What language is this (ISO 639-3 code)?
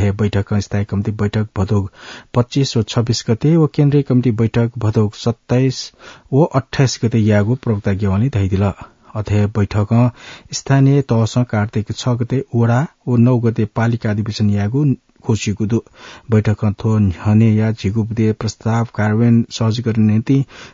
new